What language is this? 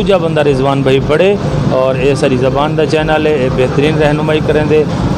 Saraiki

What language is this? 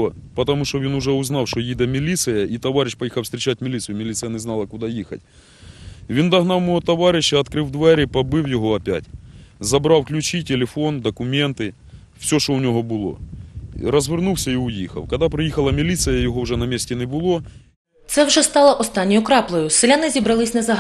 Ukrainian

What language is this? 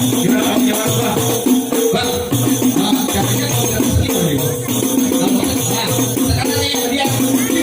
Betawi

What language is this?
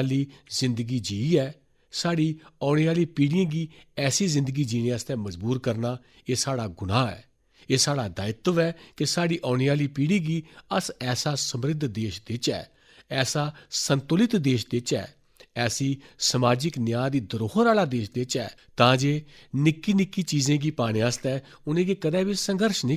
Dogri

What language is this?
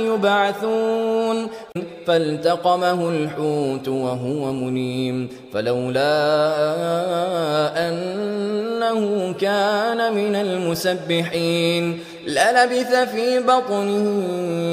Arabic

